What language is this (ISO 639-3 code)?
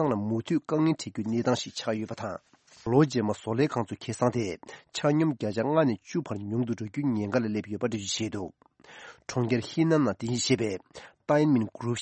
bod